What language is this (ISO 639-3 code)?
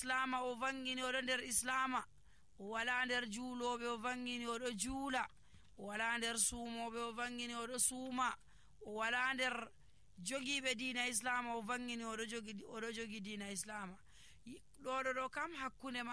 fuv